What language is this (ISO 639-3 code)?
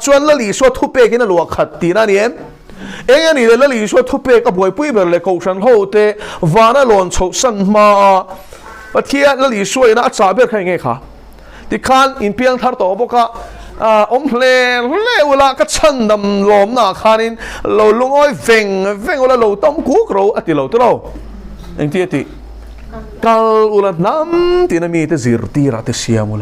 lus